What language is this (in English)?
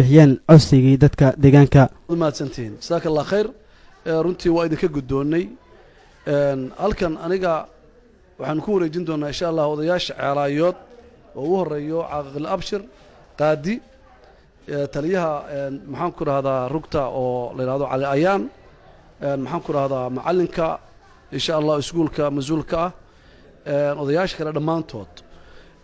Somali